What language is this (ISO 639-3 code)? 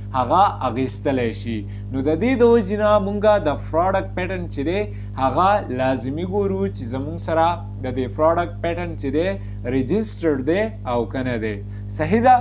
pus